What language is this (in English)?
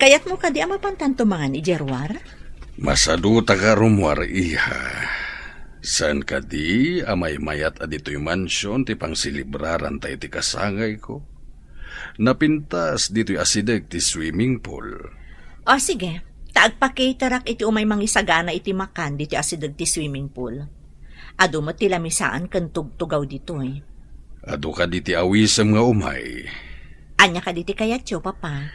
Iloko